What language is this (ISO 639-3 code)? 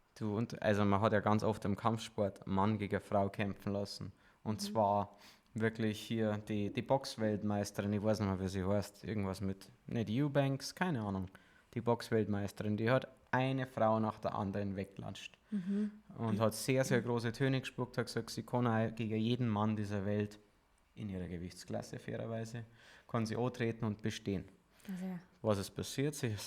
bar